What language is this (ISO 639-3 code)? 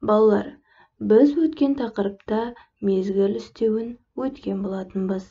kaz